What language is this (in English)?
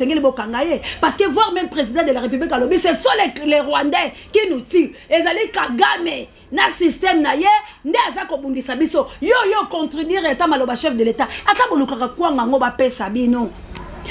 Lingala